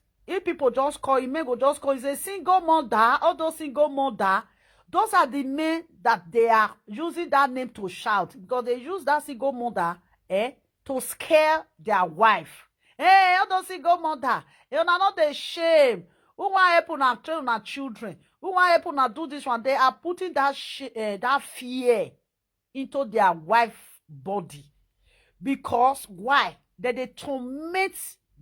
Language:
Nigerian Pidgin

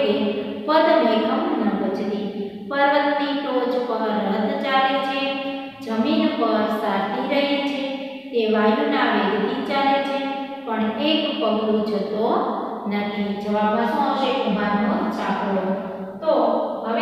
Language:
Gujarati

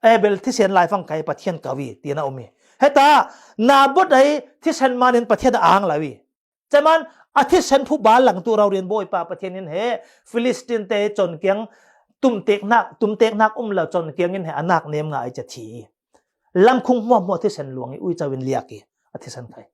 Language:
Falam Chin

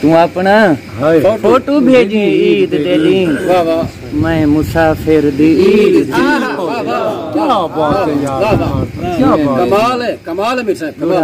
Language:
Saraiki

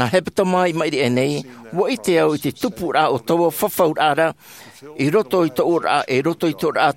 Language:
Tahitian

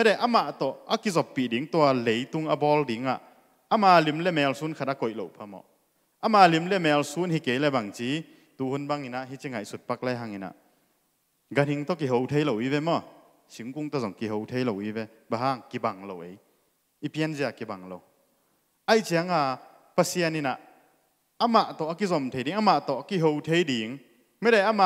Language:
Tedim Chin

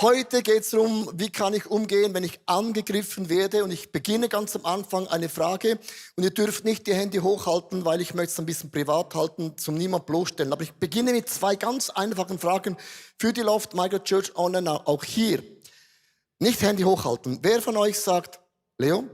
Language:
Swiss German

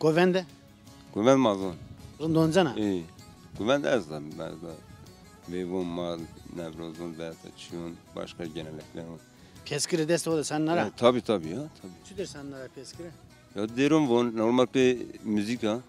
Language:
Zaza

